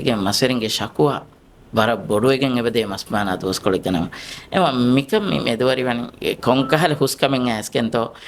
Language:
Divehi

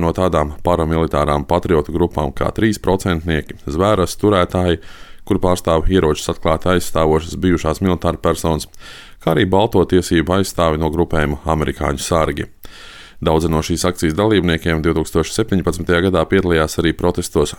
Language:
Latvian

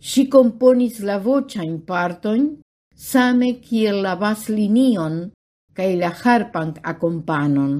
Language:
Esperanto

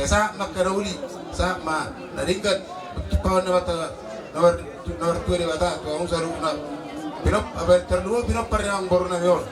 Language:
Batak Toba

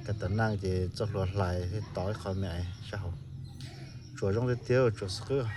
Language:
Hmong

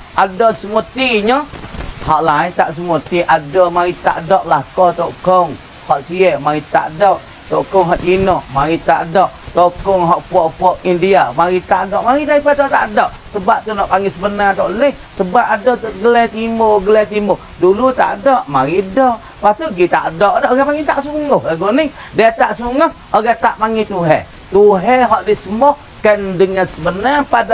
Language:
Pattani Malay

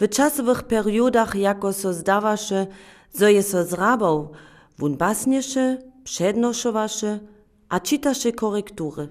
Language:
Upper Sorbian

